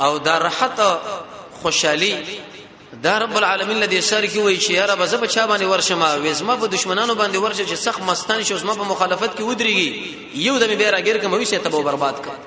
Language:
Pashto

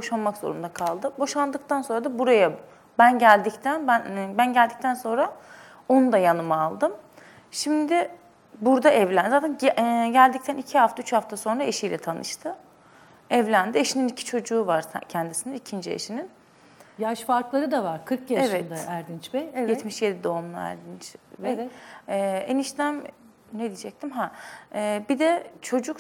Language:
Turkish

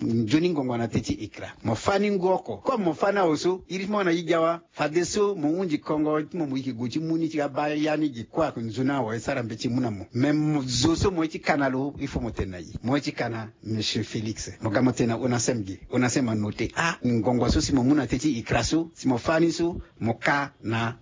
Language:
Sango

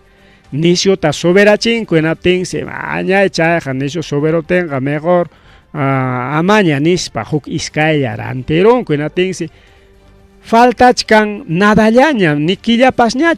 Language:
Ayacucho Quechua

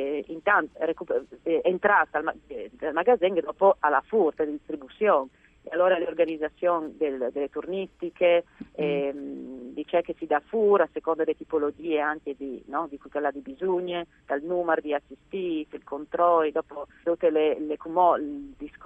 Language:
Friulian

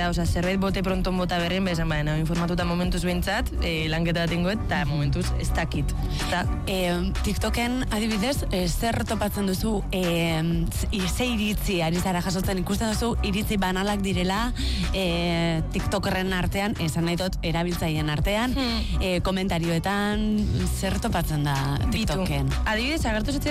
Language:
Basque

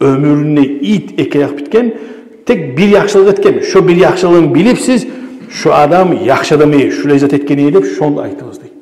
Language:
Kumyk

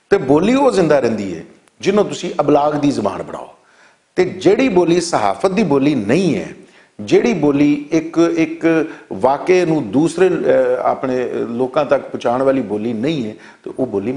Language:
Western Panjabi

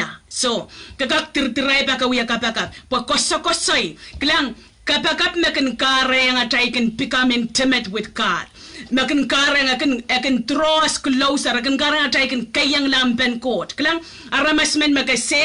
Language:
Pohnpeian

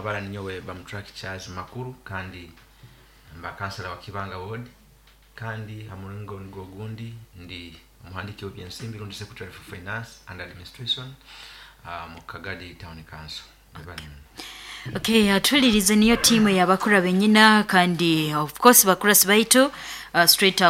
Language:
Nyoro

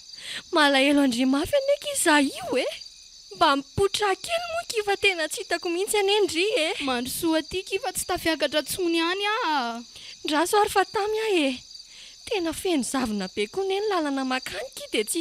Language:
Malagasy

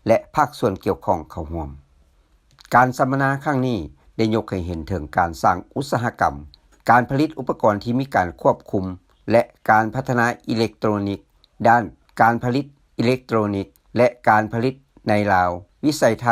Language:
Lao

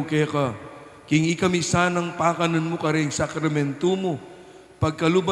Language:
Pampanga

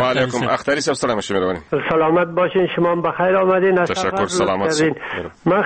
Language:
Persian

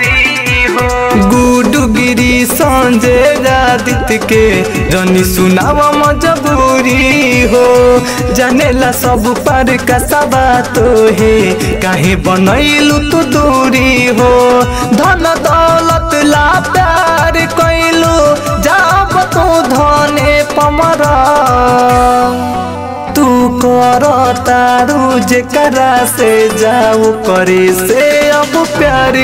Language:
Bhojpuri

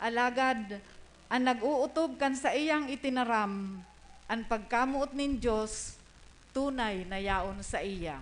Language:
Bikol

